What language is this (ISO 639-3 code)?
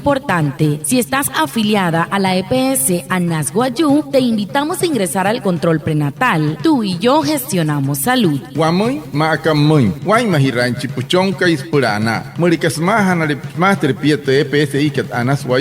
guc